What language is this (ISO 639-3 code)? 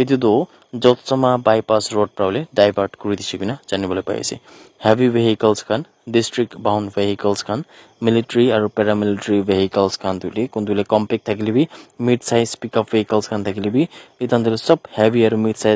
nag